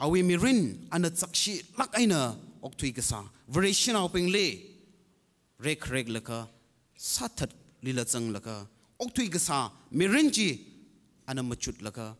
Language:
Tangkhul Naga (India)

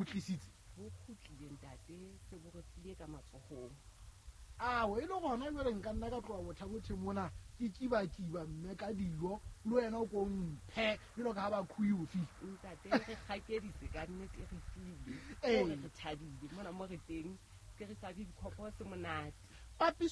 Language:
Southern Sotho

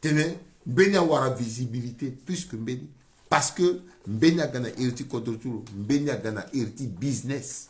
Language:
Sango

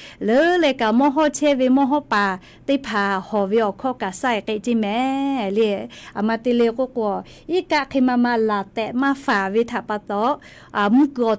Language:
Lahu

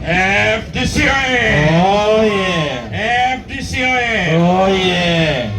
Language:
Acoli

